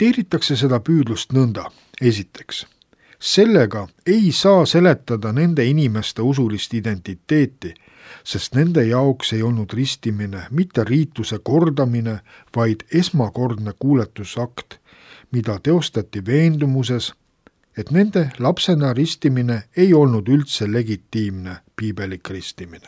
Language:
Estonian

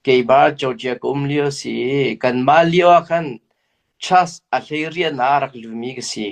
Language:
Hakha Chin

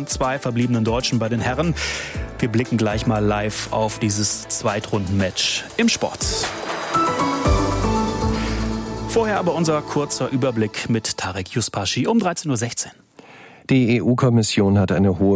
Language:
German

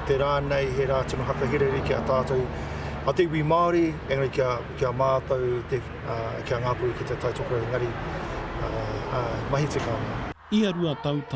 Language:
Māori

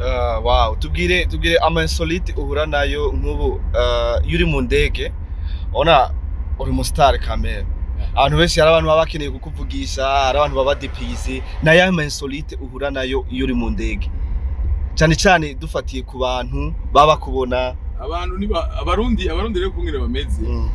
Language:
Rundi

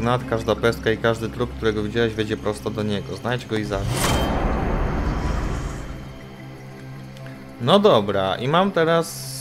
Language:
Polish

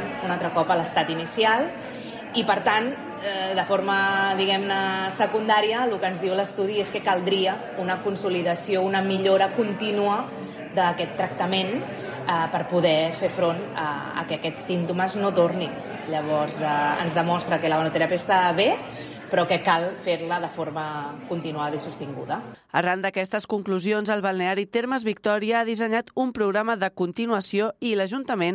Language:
Catalan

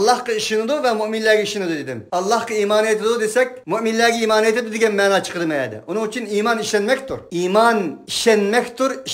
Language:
Uyghur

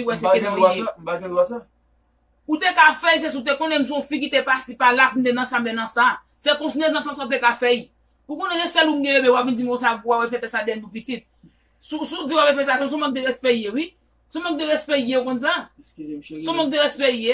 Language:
Haitian Creole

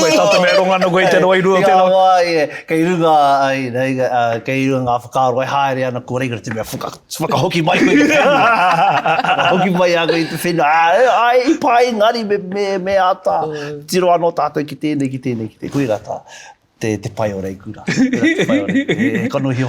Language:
Māori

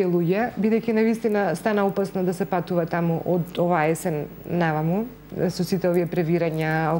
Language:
Macedonian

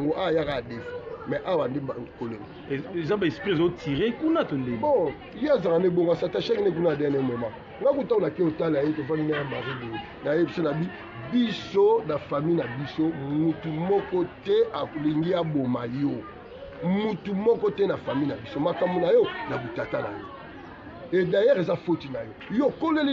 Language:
Lingala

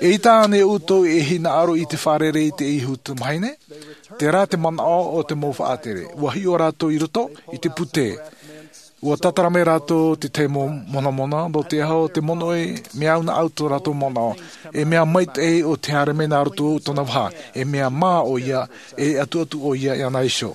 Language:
Tahitian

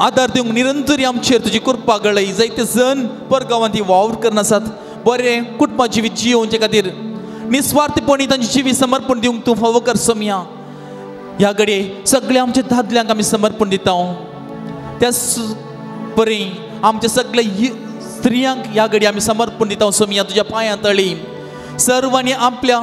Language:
Konkani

